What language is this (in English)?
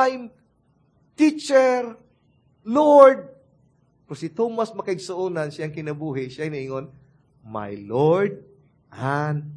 Cebuano